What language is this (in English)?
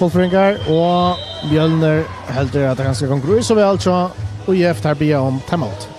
Faroese